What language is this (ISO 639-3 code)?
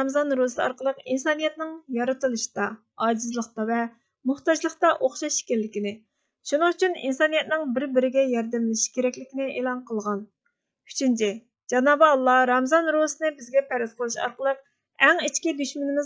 uig